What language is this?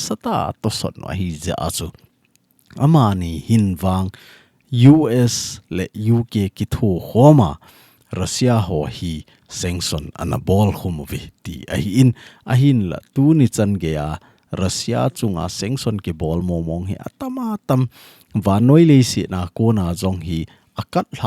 Thado Chin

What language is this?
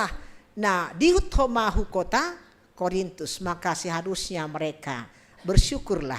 Batak Simalungun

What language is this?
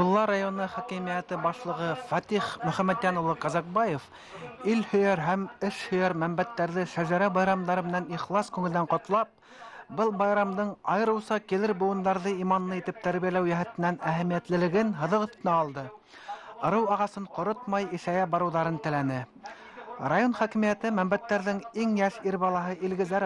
Bashkir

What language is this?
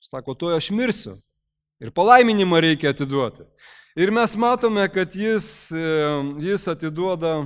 Lithuanian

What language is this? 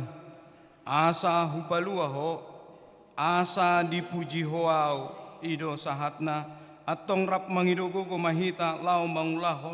Batak Toba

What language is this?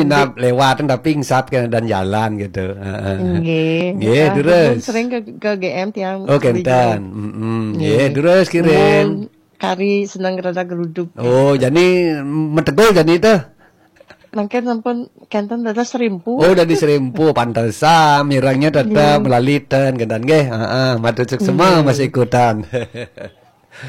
Balinese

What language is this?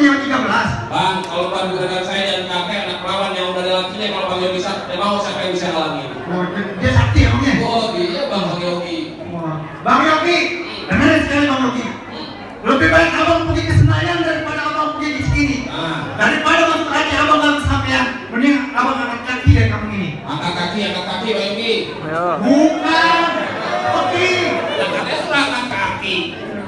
Betawi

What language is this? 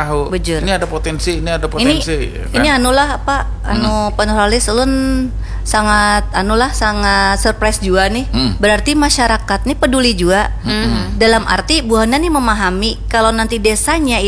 Banjar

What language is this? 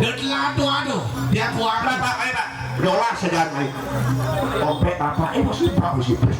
Balinese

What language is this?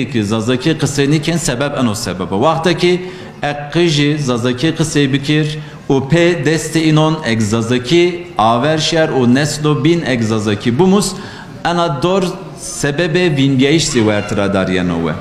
Zaza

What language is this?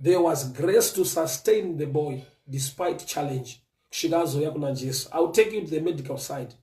Shona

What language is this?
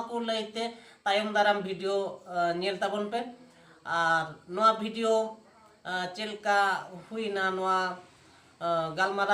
Santali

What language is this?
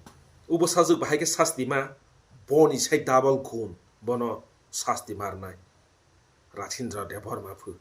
Kok Borok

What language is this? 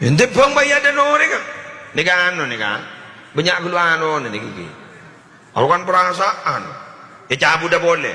Madurese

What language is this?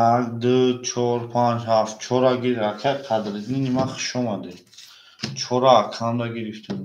Tajik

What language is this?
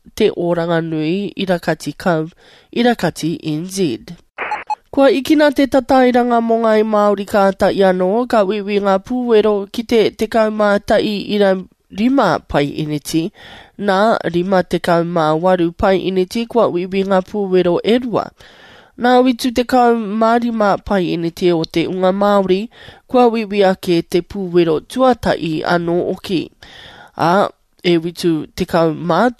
Māori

